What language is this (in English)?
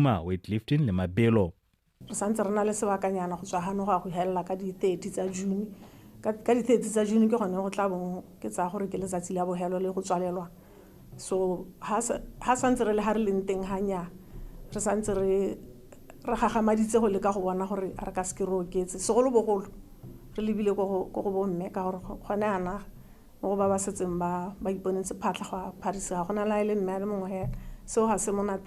Tswana